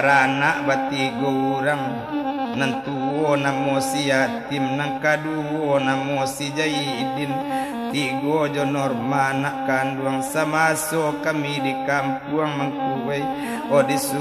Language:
Minangkabau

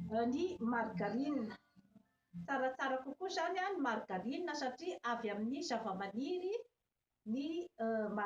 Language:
Malagasy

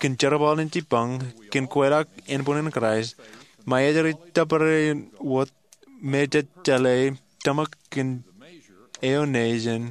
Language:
Marshallese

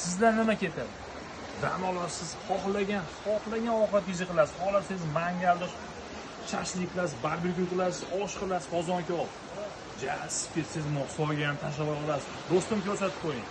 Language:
Uzbek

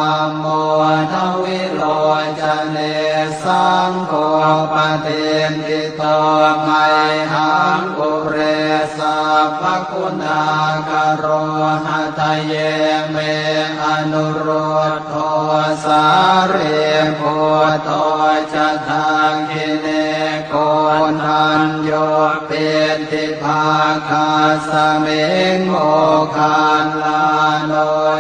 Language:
Pali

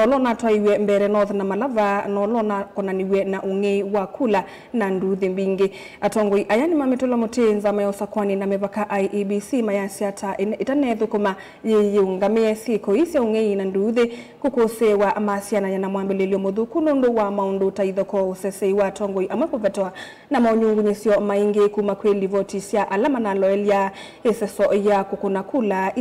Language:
Kamba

